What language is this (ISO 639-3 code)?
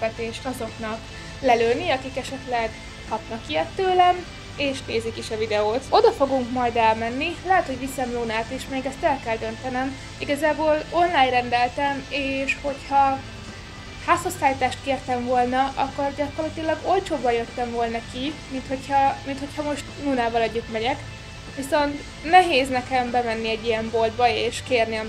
hun